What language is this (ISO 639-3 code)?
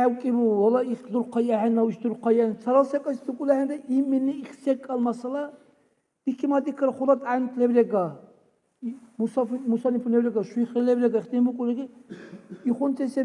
dar